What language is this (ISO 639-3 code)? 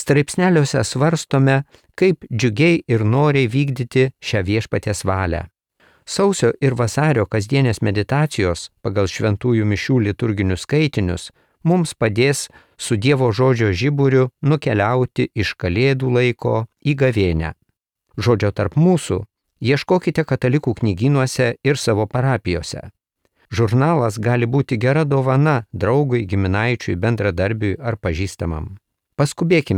lit